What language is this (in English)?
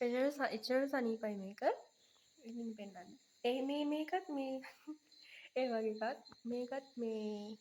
Sinhala